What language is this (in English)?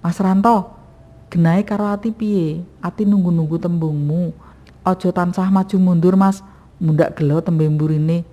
Javanese